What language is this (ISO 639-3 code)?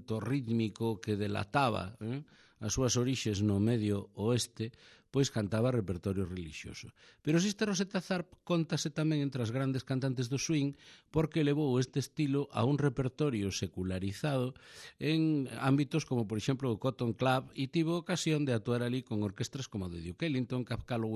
glg